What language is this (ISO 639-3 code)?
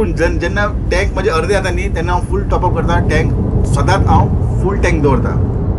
kok